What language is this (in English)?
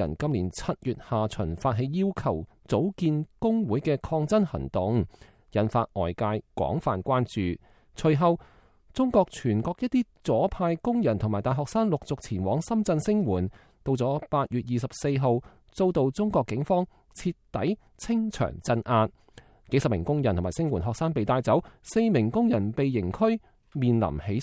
Cantonese